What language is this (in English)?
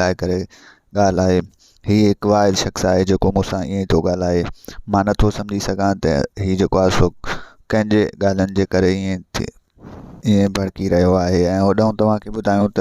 Sindhi